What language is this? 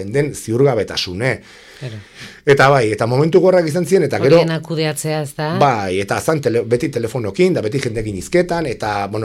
Basque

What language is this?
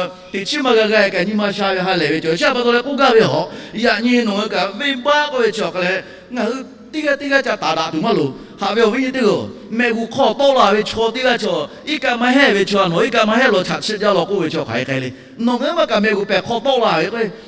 Lahu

